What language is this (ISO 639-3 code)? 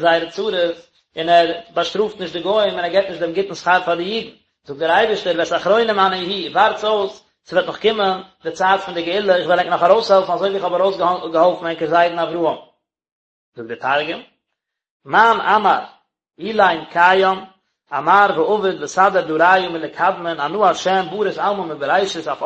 yid